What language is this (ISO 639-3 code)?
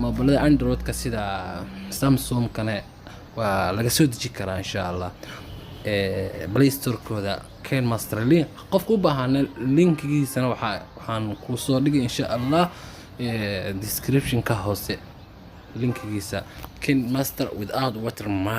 som